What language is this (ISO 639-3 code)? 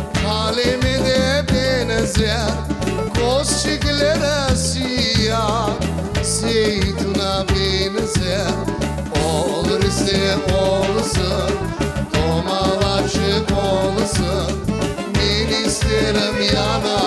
crh